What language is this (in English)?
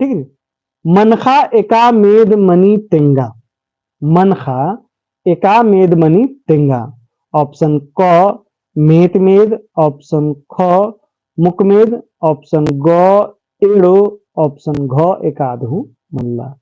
Kurukh